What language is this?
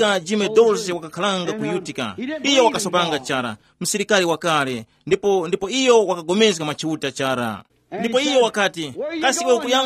Tumbuka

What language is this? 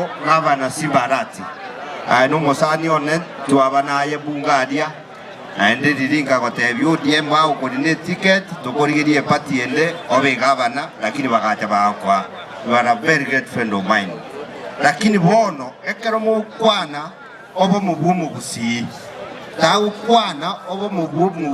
Gusii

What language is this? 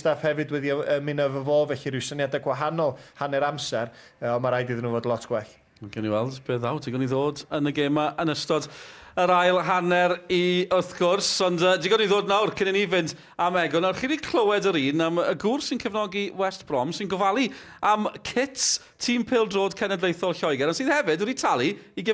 Welsh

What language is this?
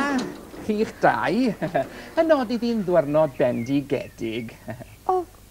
Welsh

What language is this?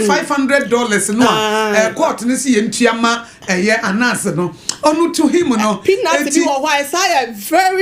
Akan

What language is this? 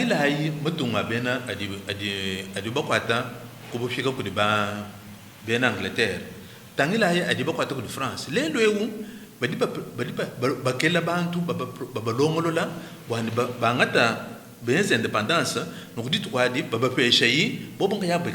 Luba-Lulua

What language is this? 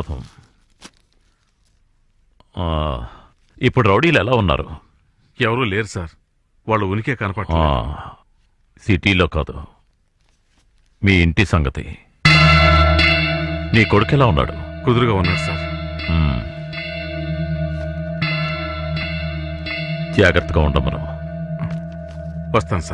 Telugu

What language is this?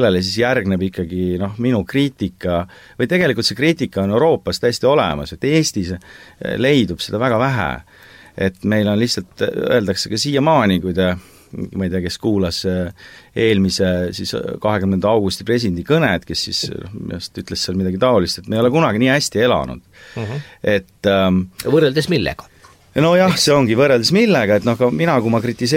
Estonian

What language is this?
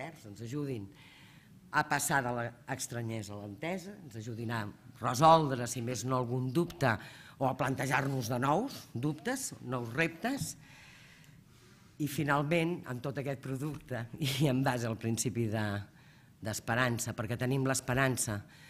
Catalan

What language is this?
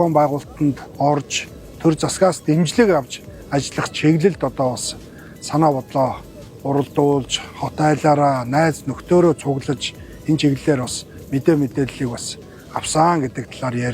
Mongolian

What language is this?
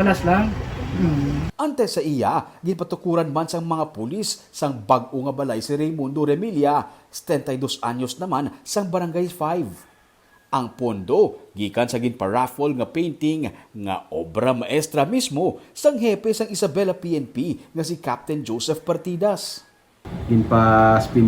Hiligaynon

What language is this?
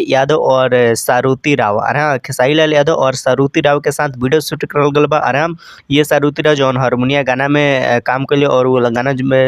Bhojpuri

